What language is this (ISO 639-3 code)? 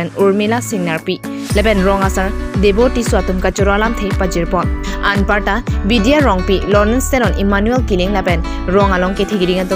mjw